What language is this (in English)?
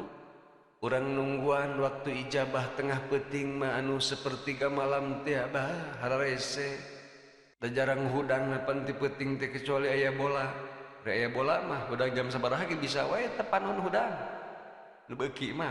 Sundanese